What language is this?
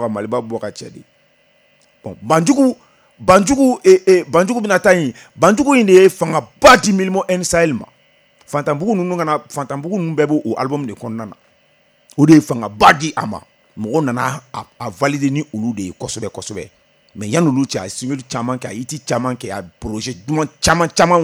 Bambara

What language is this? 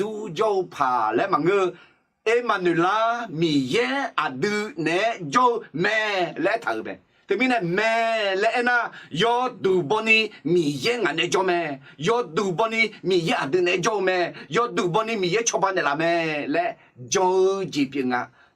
Akha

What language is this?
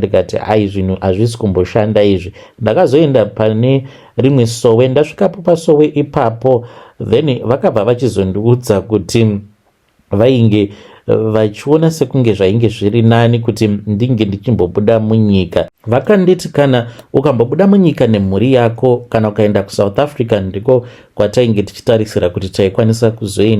Shona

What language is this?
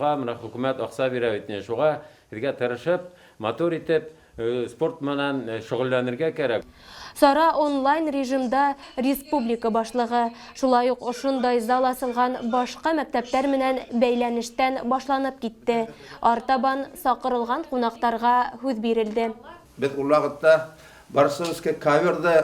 Bashkir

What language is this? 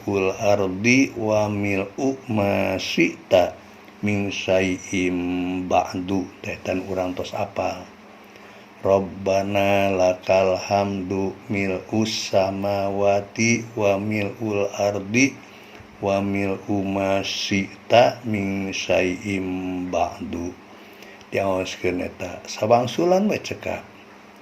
Sundanese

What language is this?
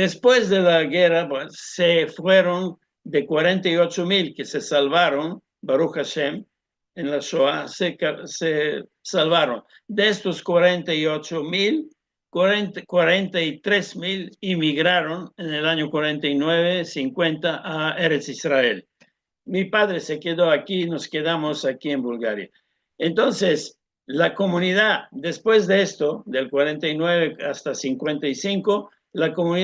Ladino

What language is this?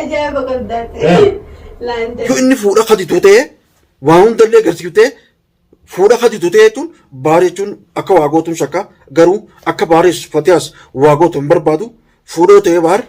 Oromo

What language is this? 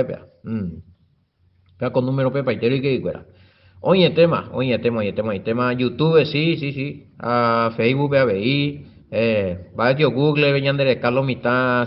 Guarani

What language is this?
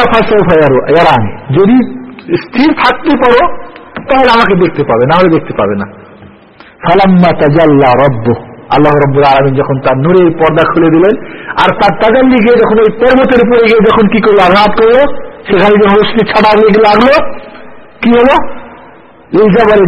Bangla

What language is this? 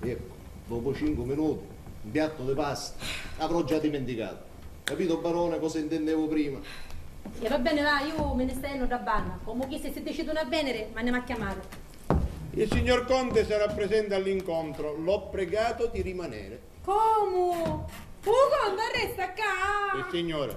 Sicilian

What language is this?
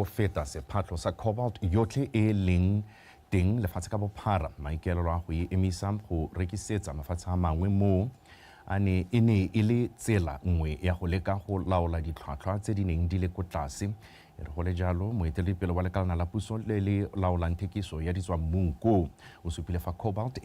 Tswana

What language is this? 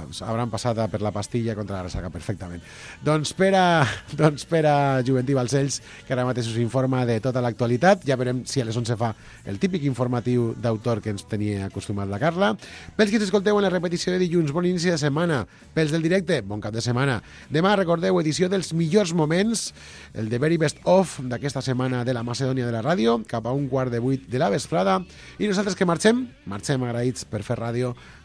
Catalan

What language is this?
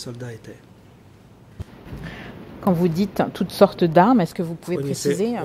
French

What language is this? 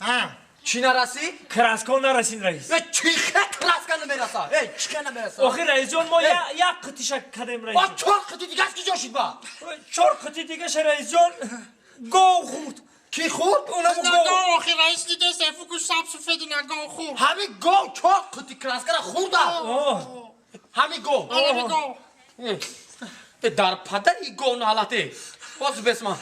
Tajik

